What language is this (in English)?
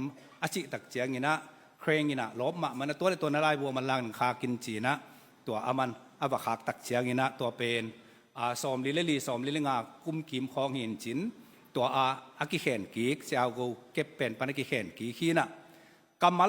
Tedim Chin